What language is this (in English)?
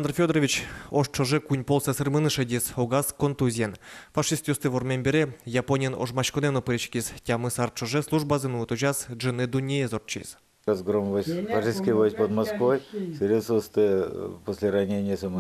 Udmurt